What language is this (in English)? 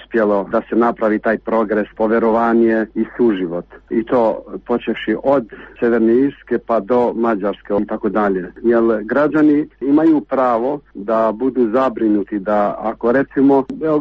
Serbian